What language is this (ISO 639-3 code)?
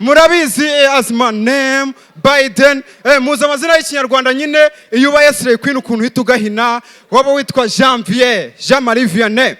kin